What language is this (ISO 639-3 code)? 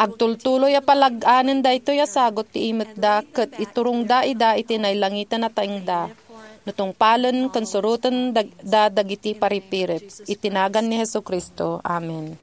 ilo